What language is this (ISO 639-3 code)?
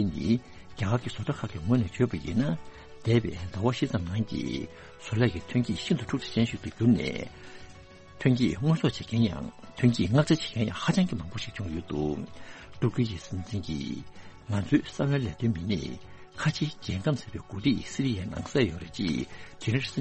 bod